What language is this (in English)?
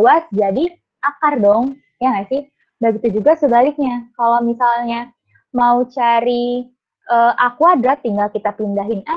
Indonesian